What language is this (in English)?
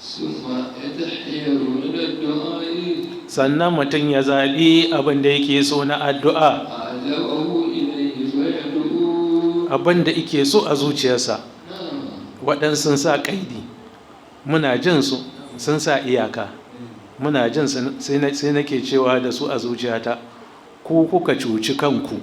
Hausa